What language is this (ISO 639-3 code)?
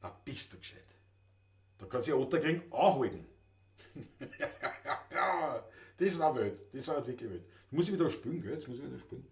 bar